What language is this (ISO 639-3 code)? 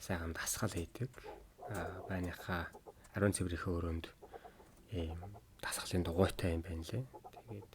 mon